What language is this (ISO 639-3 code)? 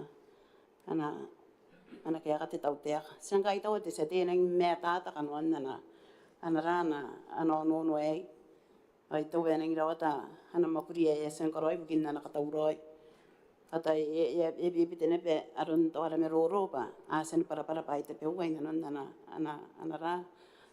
gil